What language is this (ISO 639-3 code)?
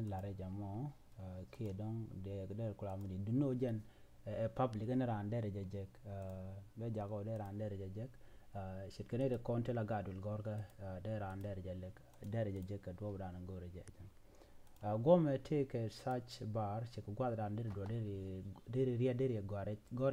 nus